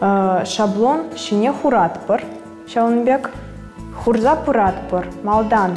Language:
Chuvash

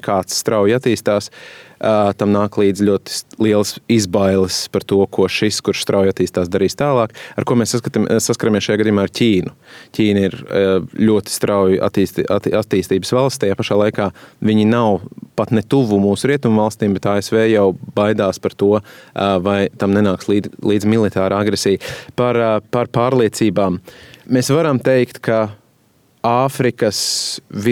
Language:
Latvian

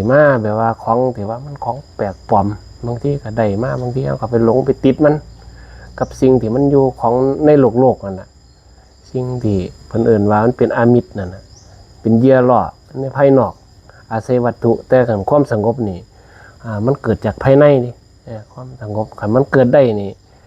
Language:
Northeastern Thai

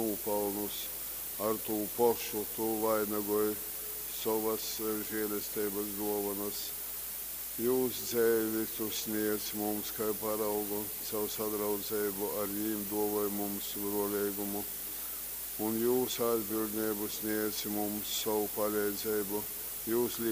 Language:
Latgalian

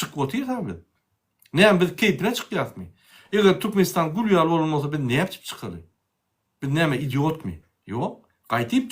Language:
Turkmen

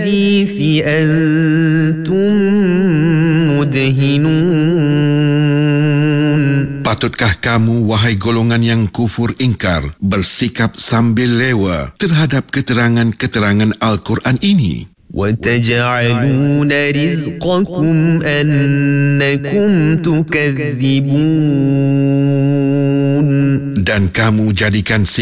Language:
Malay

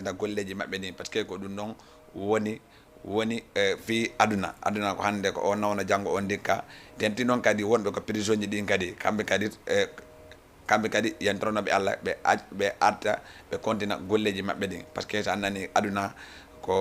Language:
Fula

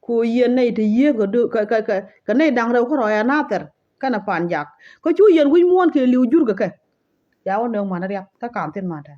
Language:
Nuer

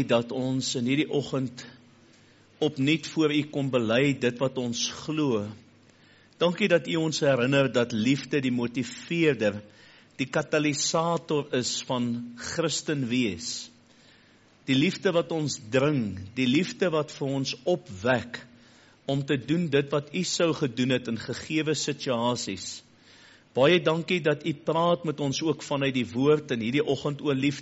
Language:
Afrikaans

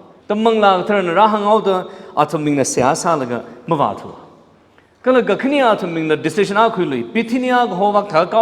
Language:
Tangkhul Naga (India)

